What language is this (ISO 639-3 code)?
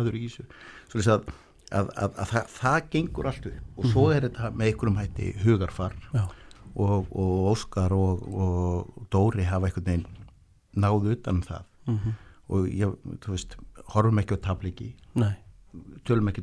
isl